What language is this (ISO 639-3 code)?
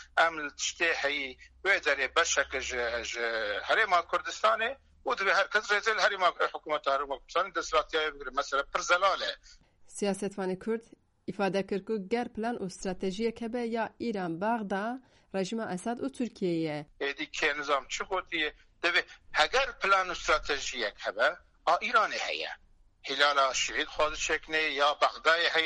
kur